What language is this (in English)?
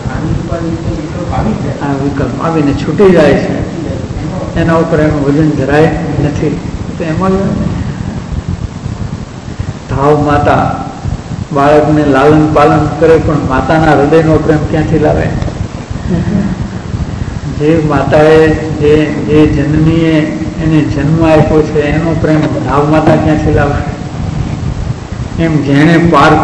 Gujarati